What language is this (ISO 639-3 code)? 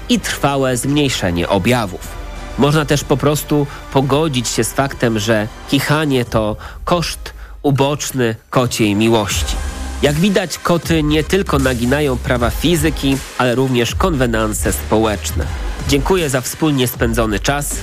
pol